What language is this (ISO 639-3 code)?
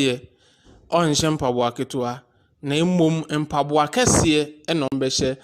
aka